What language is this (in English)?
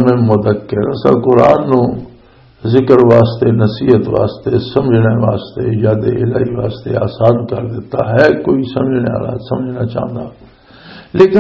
Western Panjabi